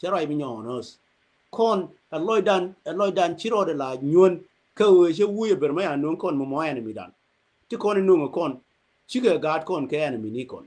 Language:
Nuer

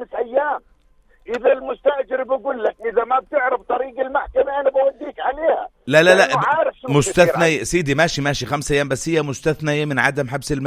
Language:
North Levantine Arabic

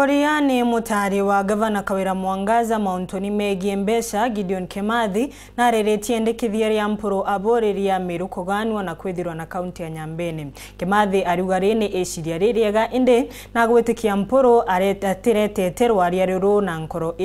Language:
Meru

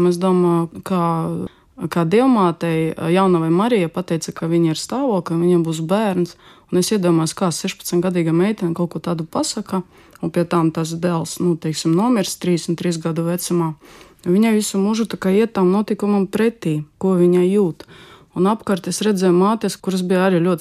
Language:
Latvian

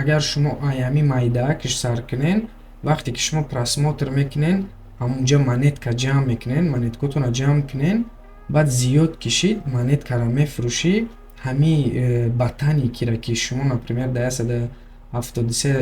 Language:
Tajik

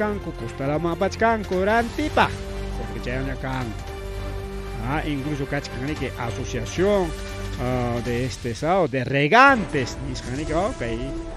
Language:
Ayacucho Quechua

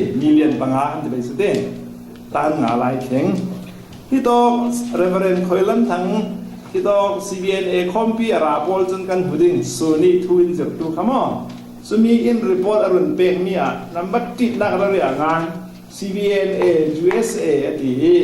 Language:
Falam Chin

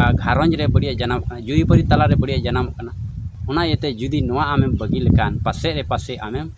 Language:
Santali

